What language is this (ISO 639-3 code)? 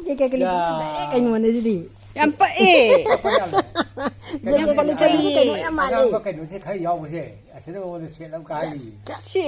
mni